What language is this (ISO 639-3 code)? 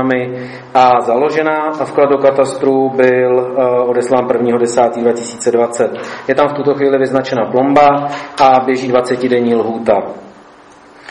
ces